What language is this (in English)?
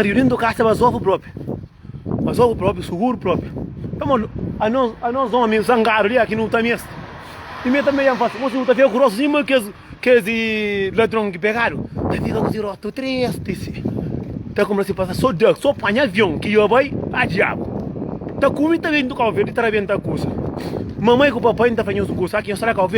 Kabuverdianu